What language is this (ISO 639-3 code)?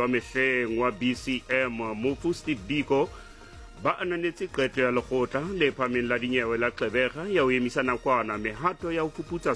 sot